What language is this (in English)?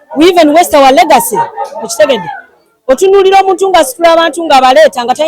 Ganda